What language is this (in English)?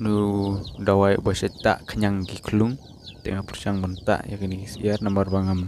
Khasi